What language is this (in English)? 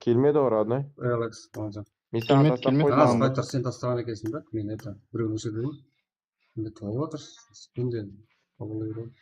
Kara-Kalpak